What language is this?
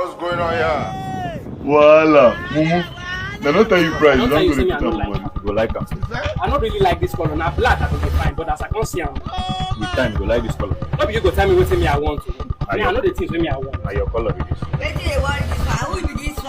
Nigerian Pidgin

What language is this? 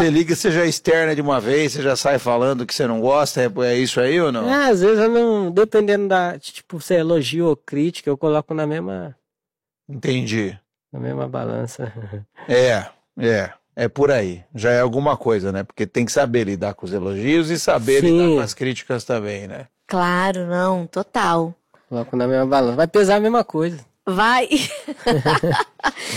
Portuguese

